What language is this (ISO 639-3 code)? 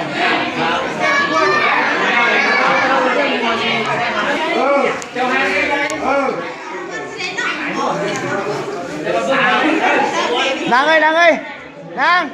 lao